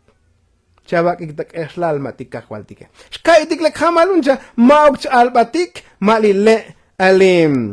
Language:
Tzotzil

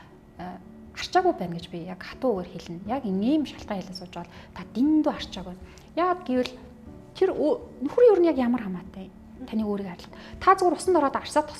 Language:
Mongolian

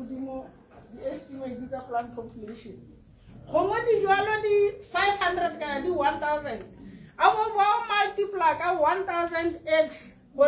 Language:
Tswana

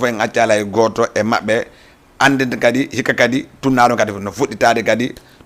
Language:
Fula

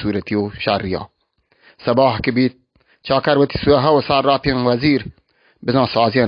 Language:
Baluchi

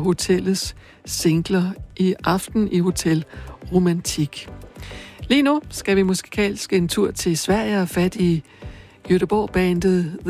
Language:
Danish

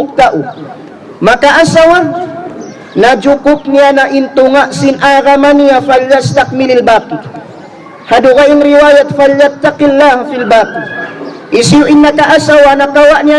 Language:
Tausug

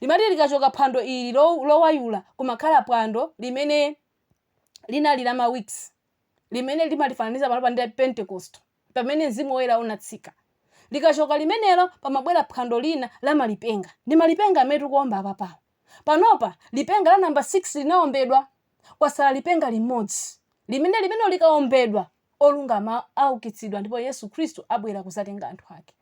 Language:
Nyanja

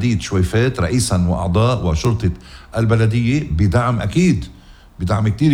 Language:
North Levantine Arabic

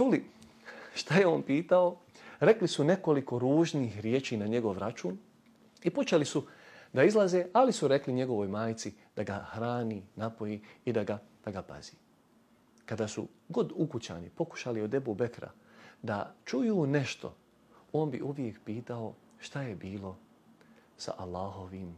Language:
Bosnian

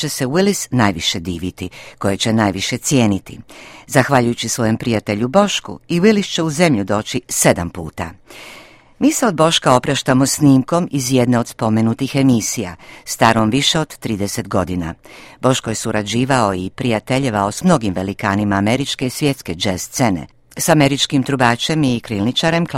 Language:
Croatian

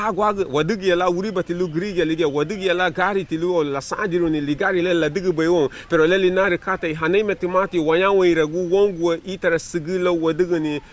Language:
Garifuna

